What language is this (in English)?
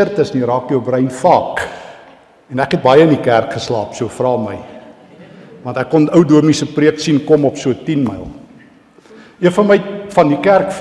Afrikaans